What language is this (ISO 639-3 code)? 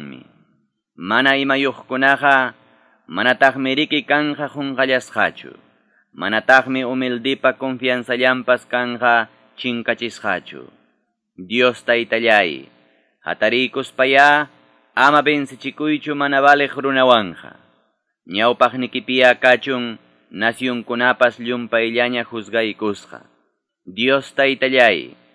que